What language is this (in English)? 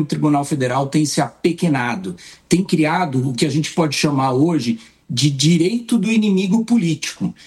Portuguese